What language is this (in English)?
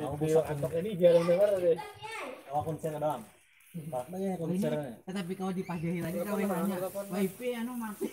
Banjar